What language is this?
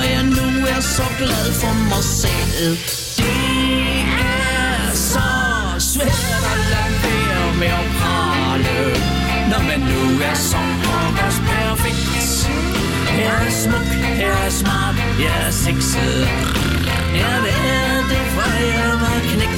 Danish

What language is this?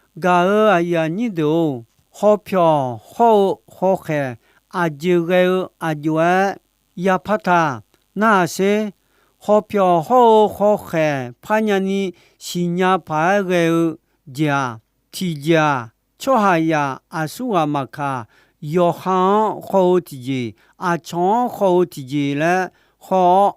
Akha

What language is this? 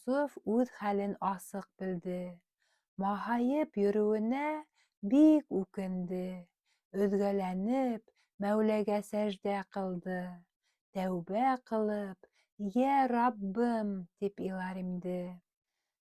Bashkir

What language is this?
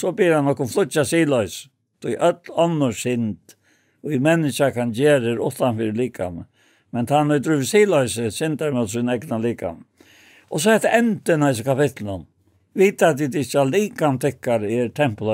Faroese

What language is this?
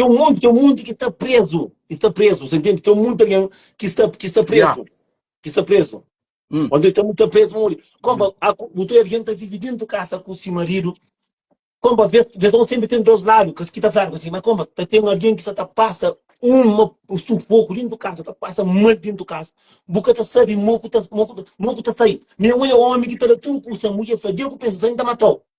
Kabuverdianu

